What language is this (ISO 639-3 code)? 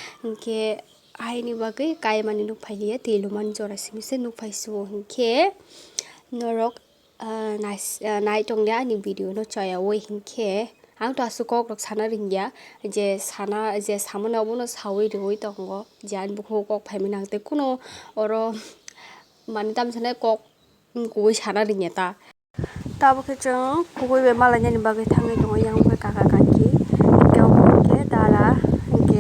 trp